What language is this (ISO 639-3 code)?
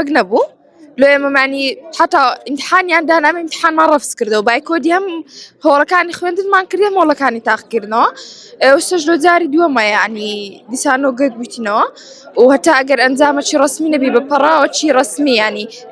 ckb